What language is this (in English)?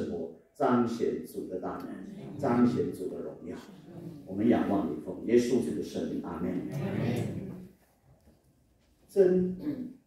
Chinese